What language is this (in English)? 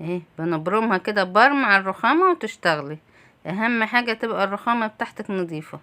Egyptian Arabic